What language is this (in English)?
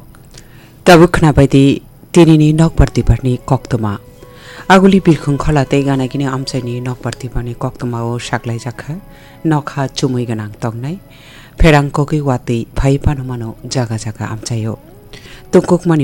Kok Borok